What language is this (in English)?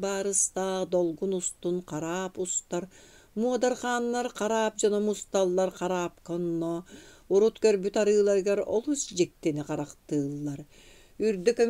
Yakut